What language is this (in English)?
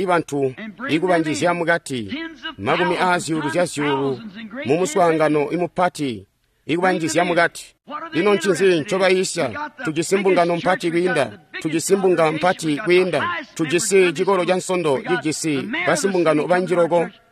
Tonga (Zambia)